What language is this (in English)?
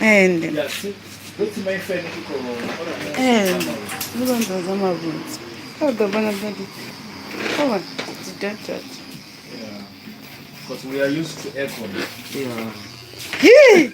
Venda